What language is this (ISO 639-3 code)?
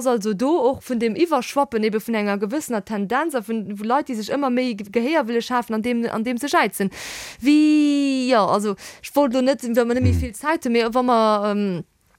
ltz